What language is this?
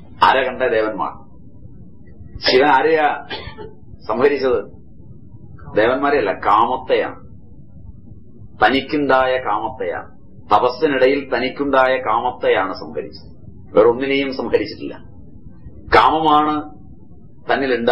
Malayalam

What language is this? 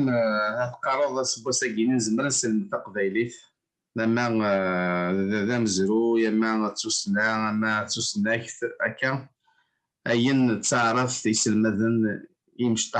Kabyle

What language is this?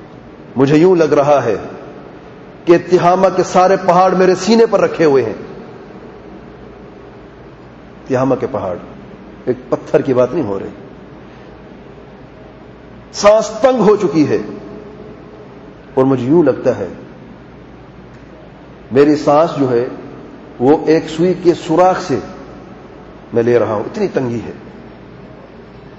Urdu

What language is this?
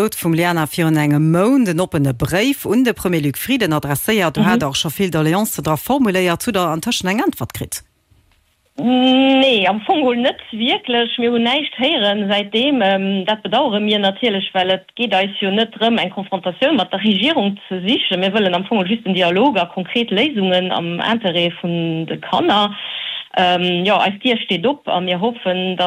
Luxembourgish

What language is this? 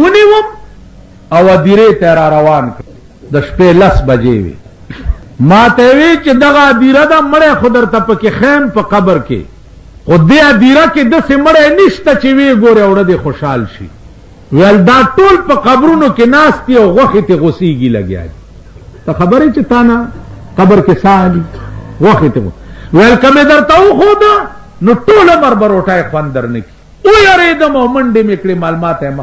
Pashto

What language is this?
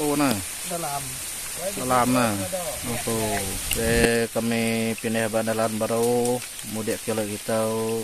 Iban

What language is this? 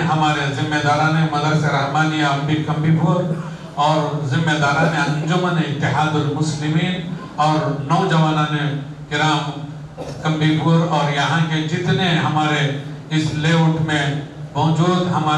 Urdu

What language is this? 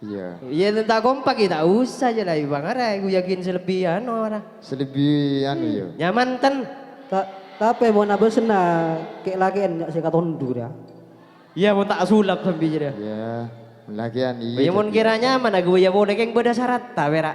Madurese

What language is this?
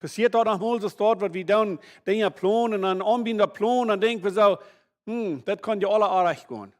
Plautdietsch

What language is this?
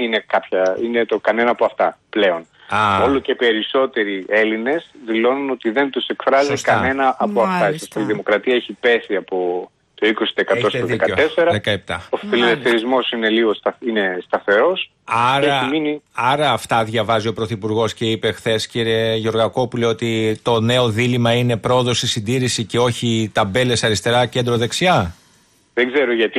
Greek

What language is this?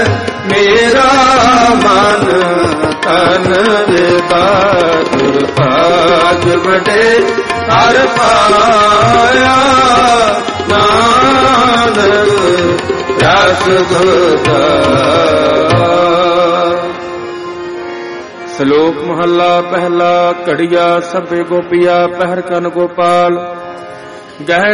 Punjabi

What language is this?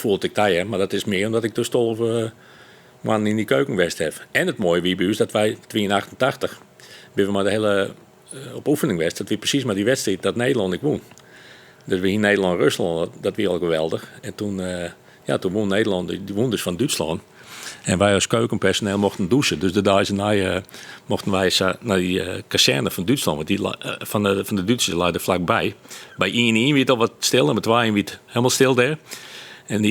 Western Frisian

